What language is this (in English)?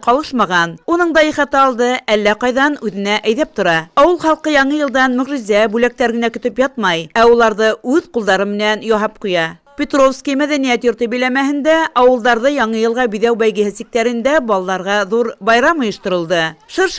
Bashkir